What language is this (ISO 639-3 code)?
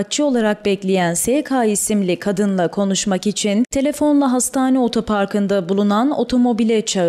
tur